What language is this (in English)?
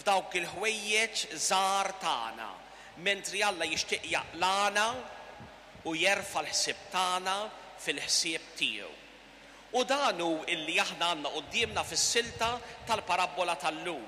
Maltese